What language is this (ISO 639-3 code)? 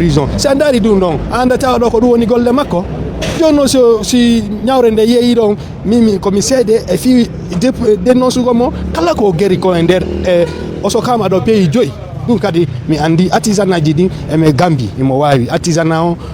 ful